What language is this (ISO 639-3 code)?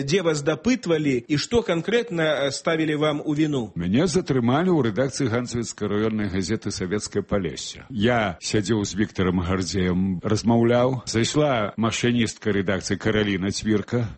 bel